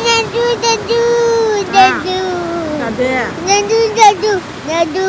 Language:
Manipuri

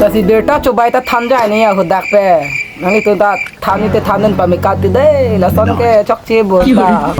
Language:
Karbi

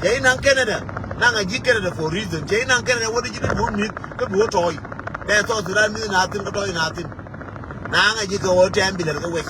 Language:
Nuer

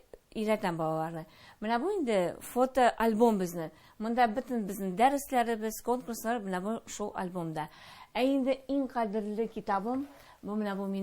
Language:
Tatar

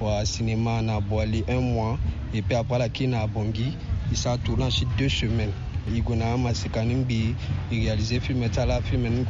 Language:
Sango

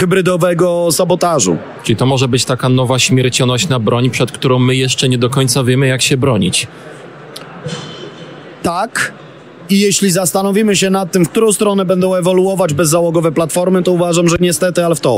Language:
Polish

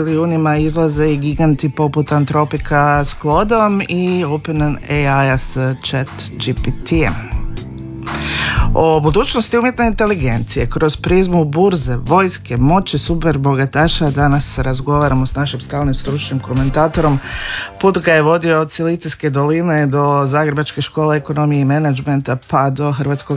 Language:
Croatian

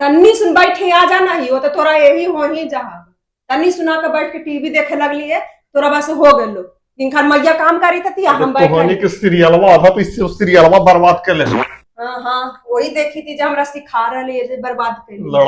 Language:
Magahi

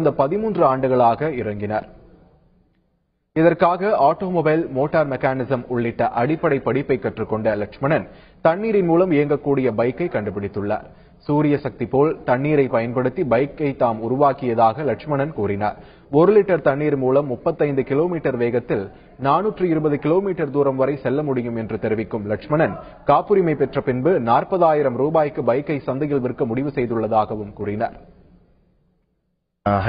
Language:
Tamil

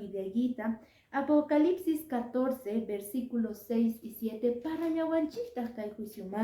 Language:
Quechua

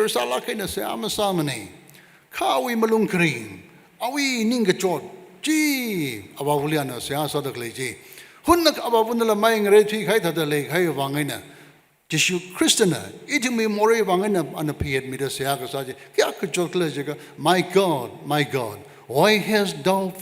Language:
Tangkhul Naga (India)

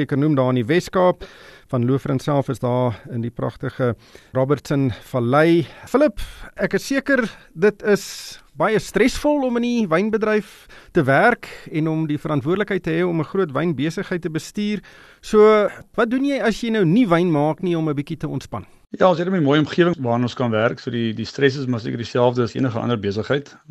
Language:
Afrikaans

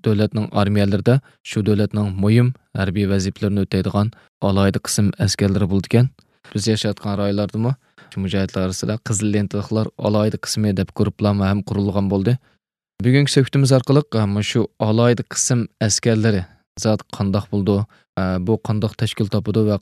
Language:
Uyghur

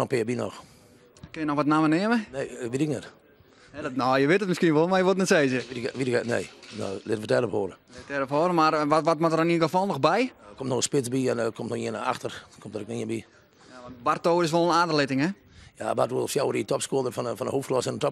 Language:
Western Frisian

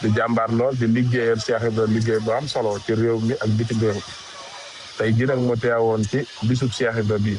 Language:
Wolof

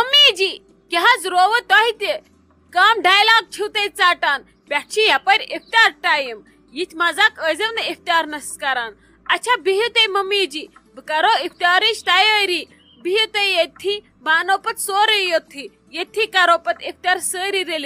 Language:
Kashmiri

